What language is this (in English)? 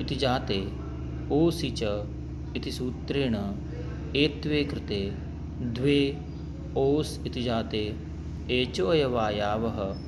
Sanskrit